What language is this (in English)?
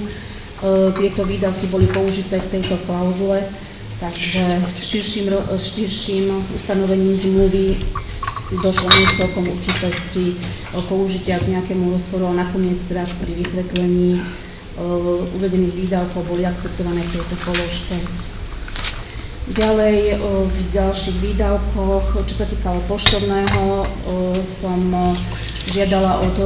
Slovak